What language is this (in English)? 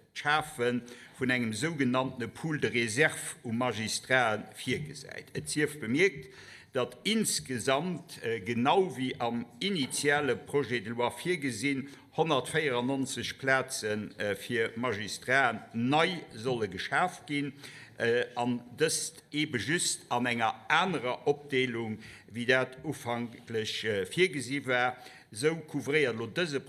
Luxembourgish